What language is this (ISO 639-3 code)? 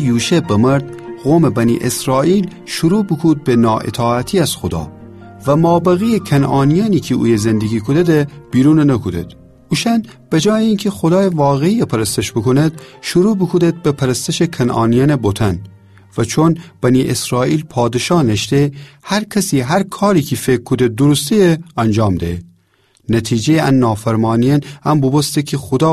glk